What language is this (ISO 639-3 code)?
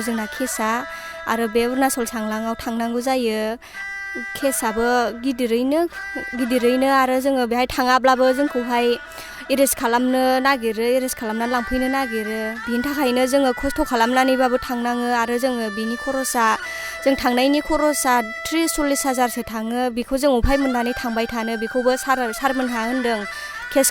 brx